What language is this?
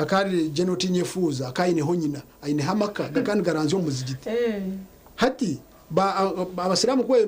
Nyankole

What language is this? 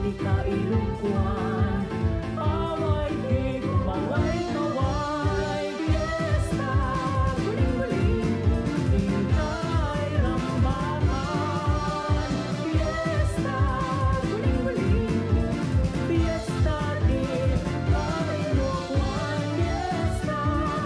Iloko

